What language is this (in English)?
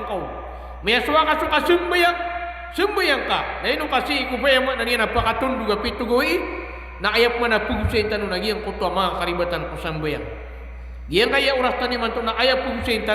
Maranao